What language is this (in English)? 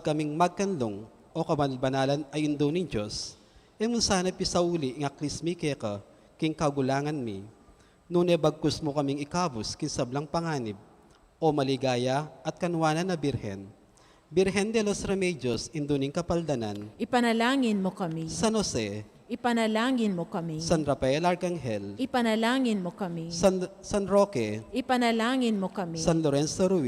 Pampanga